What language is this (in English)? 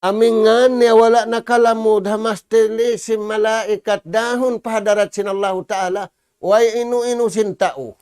Tausug